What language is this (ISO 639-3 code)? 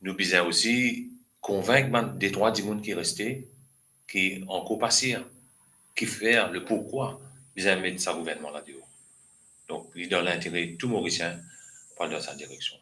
mfe